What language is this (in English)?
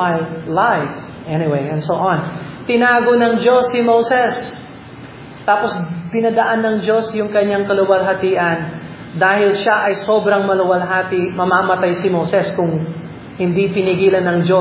Filipino